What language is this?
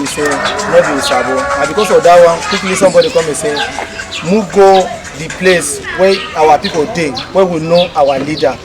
Nigerian Pidgin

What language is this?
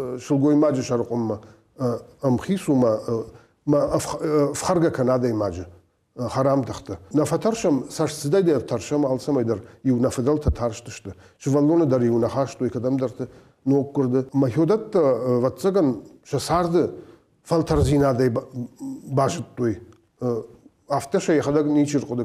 Ossetic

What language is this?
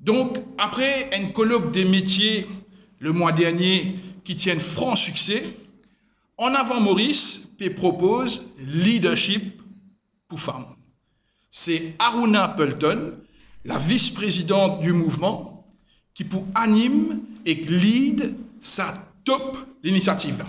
Morisyen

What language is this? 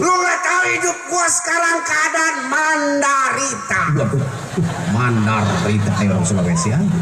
Betawi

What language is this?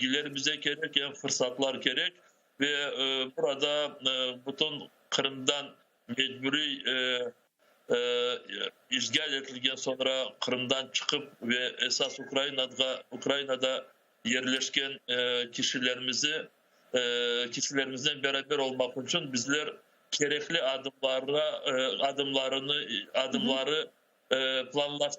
Crimean Tatar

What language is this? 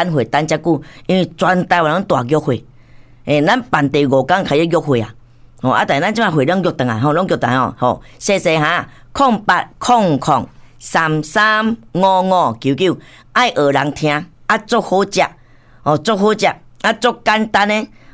Min Nan Chinese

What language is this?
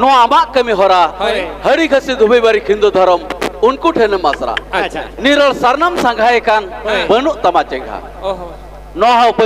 Santali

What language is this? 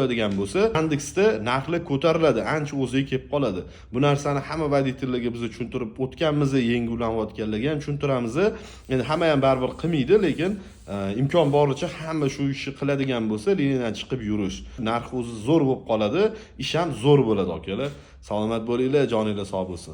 Uzbek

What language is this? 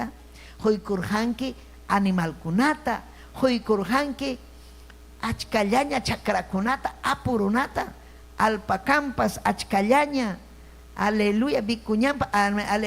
Ayacucho Quechua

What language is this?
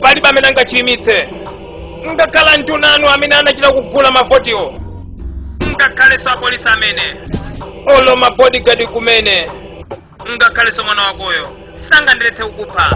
Nyanja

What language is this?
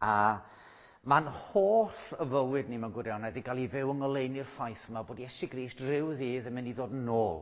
Welsh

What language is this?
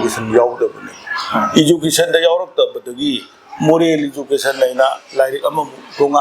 Manipuri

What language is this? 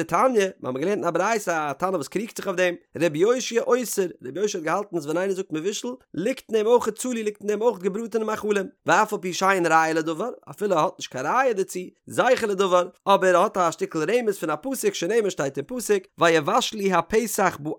Yiddish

